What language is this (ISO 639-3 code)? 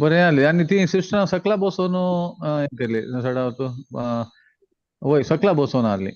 kok